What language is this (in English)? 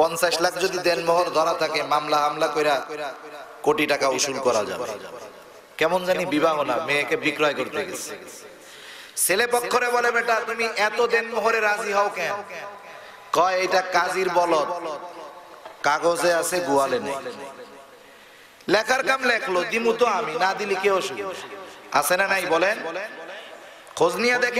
Bangla